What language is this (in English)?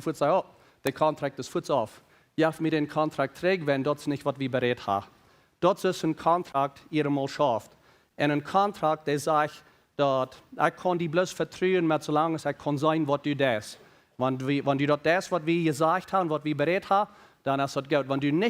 Plautdietsch